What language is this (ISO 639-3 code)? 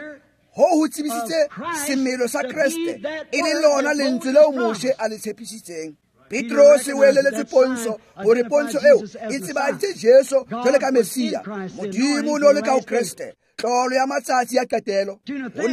tsn